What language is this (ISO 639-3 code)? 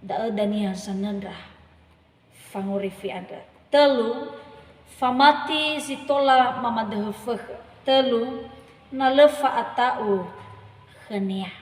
nia